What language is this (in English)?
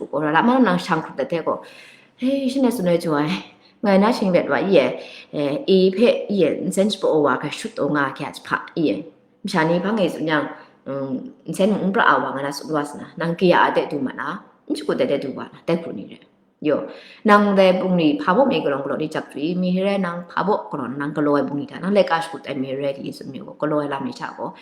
Kachin